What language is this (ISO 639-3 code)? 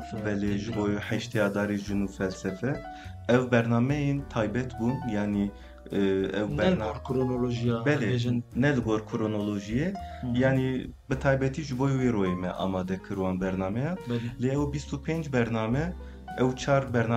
kur